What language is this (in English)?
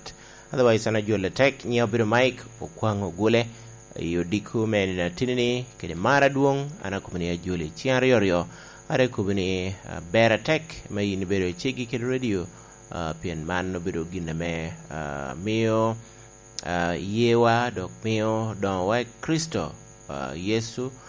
Lango (Uganda)